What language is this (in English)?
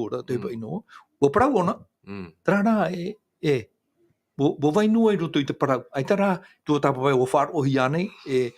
Tahitian